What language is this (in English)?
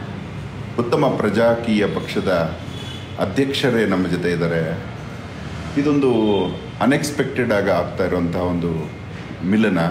Kannada